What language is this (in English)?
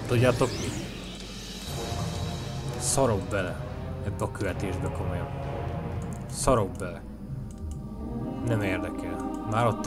Hungarian